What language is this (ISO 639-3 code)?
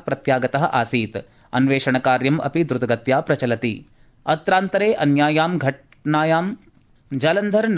san